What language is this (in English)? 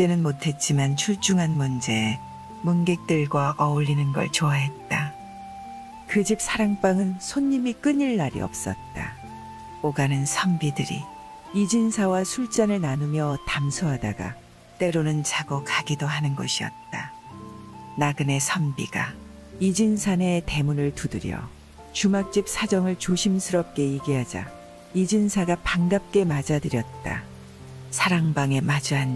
Korean